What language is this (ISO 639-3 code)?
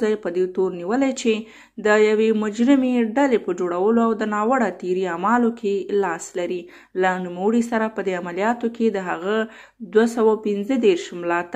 pus